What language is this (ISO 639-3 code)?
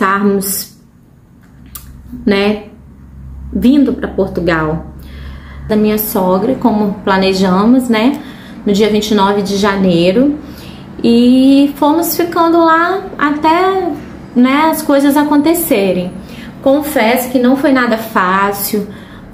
por